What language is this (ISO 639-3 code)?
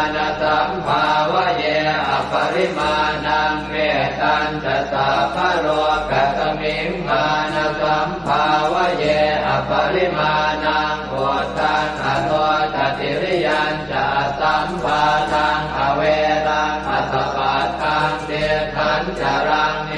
pli